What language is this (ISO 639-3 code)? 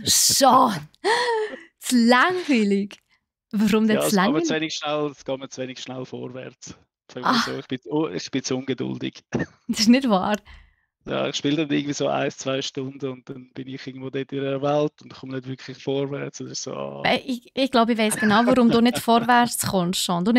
gsw